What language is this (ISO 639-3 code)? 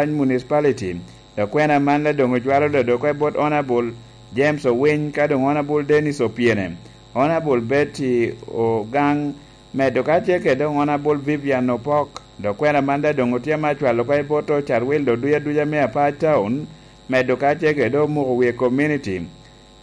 laj